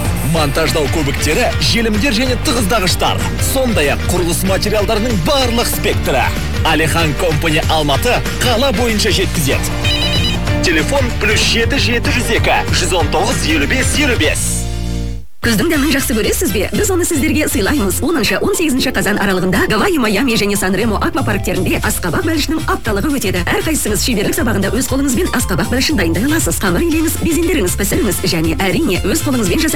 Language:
Kazakh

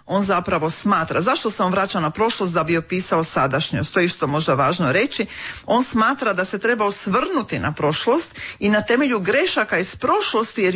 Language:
Croatian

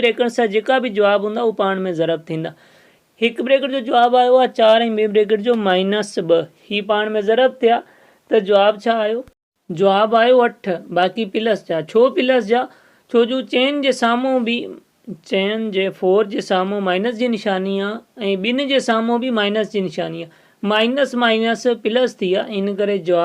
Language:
Sindhi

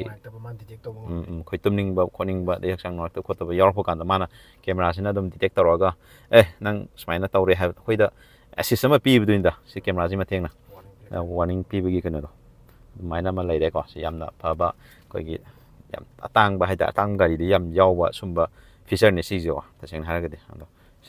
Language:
Manipuri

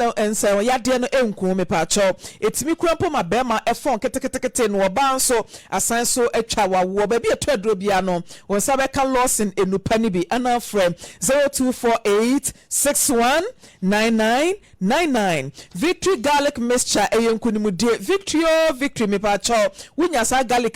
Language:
Akan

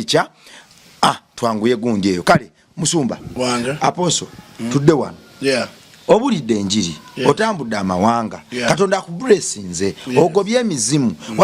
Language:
Ganda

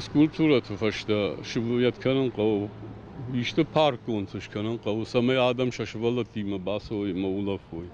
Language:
Ossetic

